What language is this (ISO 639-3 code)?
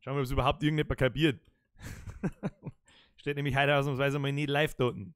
bar